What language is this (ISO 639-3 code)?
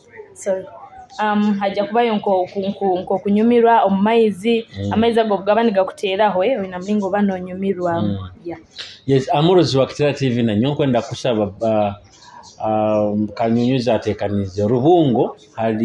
nyo